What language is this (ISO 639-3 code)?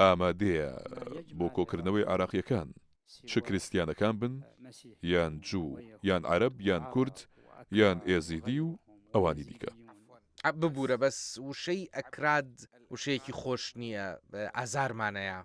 ckb